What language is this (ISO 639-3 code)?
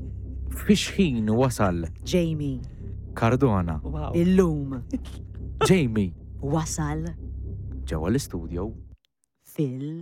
mlt